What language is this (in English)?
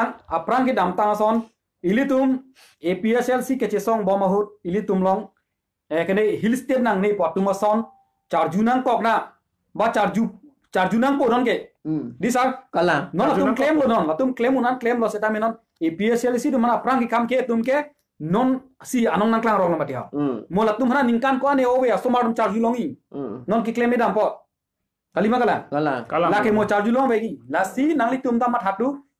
Karbi